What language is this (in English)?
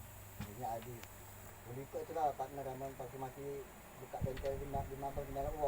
Musi